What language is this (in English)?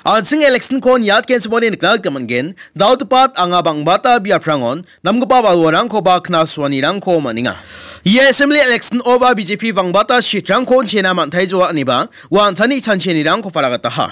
Garo